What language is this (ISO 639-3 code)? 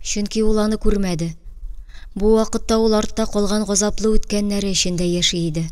tat